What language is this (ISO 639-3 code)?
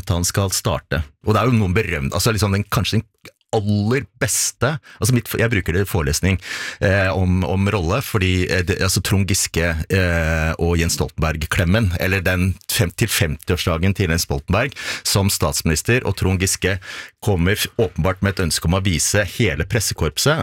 nor